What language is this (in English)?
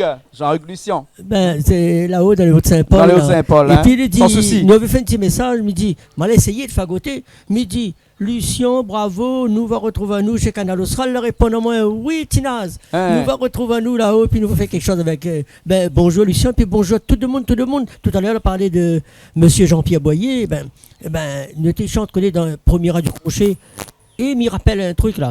Réunion Creole French